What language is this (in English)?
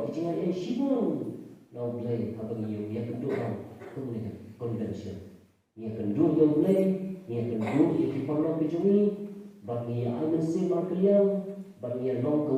Khasi